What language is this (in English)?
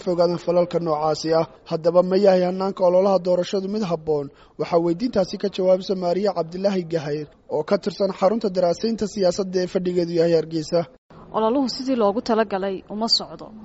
Somali